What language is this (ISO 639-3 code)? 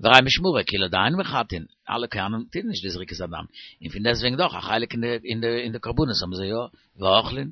yid